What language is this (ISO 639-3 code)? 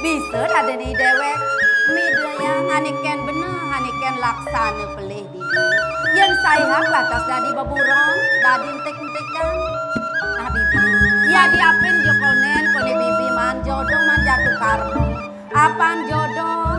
ban